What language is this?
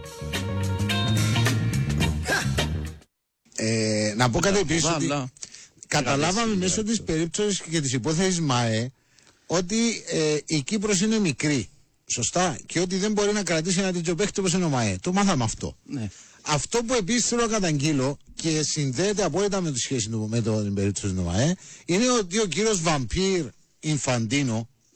Greek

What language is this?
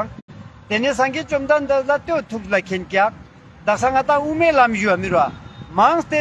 Ladakhi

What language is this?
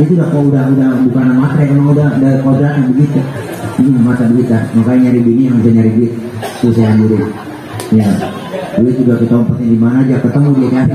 Betawi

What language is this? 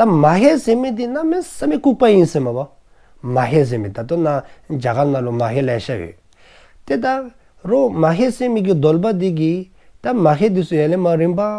Dzongkha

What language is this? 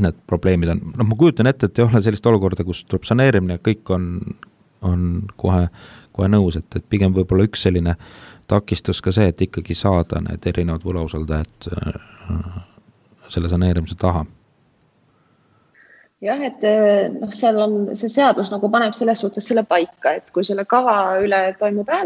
Estonian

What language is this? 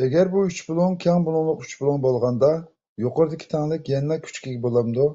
Uyghur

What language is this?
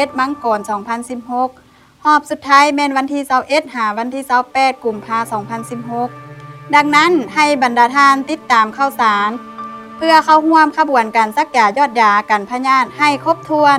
Lao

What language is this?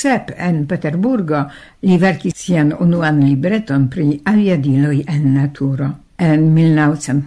Esperanto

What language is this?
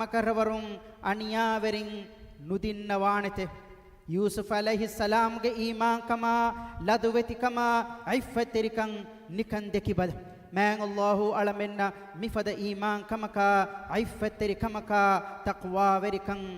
Divehi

